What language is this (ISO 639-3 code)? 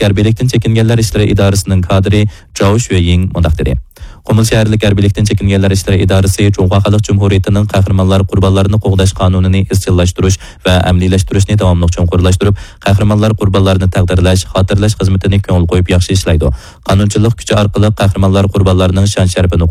uig